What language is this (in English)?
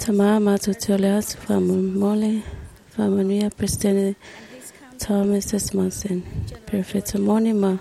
Samoan